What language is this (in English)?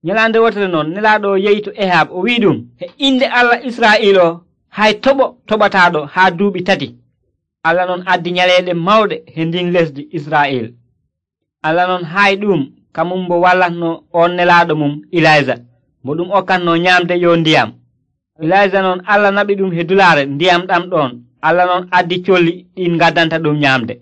Nigerian Fulfulde